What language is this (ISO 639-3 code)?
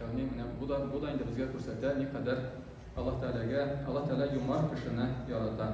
tat